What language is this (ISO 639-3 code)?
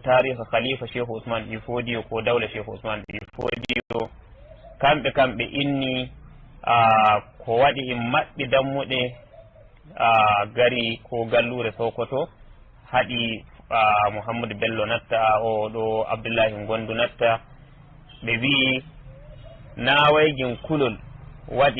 fuv